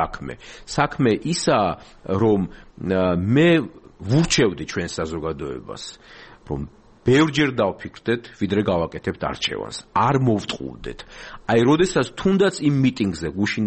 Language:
Georgian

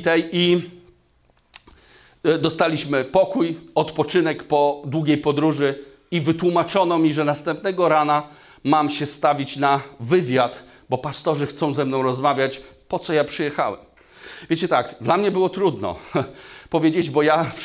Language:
Polish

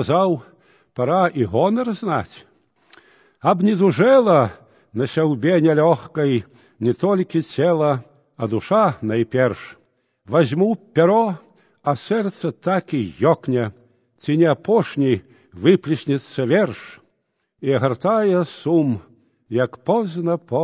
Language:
Belarusian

